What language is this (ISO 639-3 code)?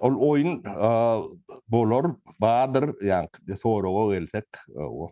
tuk